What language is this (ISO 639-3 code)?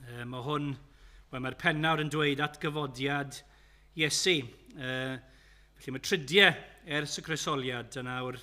cym